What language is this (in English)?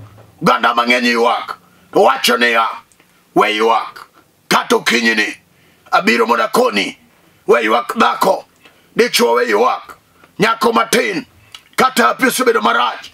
Luo (Kenya and Tanzania)